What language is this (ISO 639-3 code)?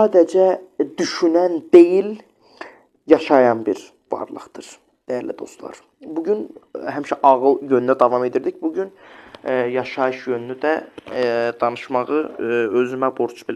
aze